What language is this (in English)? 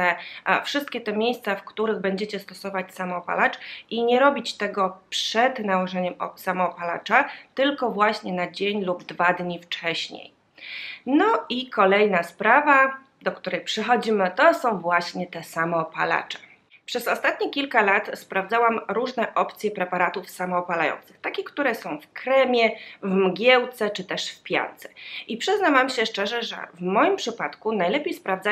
Polish